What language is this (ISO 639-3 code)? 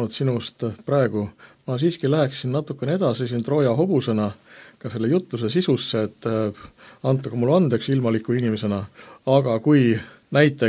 est